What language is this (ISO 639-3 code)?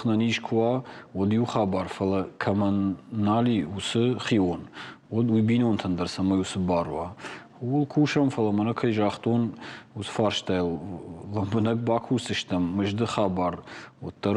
oss